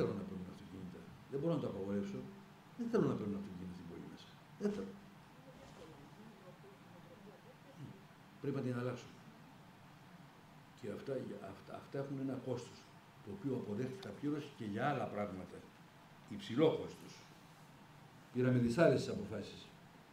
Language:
Greek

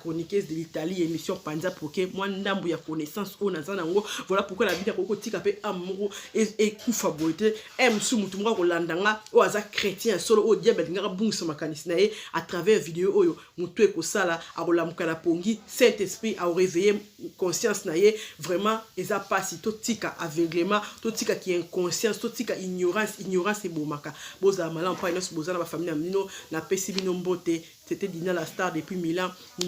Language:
Lingala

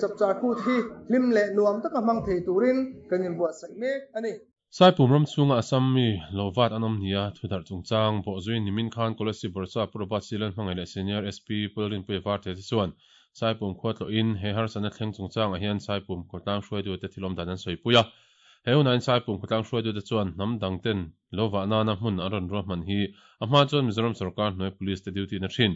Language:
Mizo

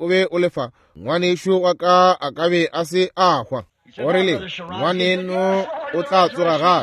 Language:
Northern Sotho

